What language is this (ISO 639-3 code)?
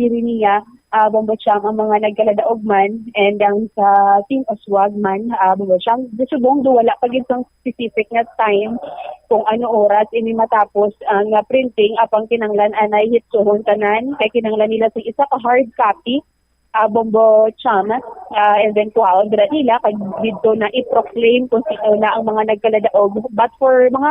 hil